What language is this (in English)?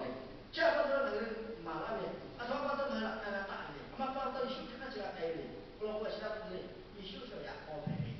Lahu